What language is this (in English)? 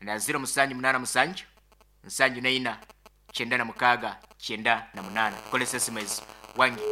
Nyankole